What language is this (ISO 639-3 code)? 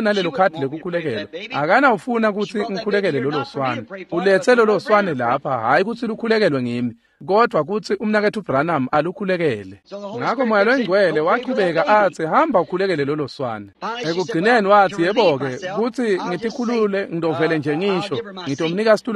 ssw